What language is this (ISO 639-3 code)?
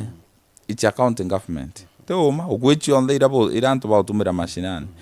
mer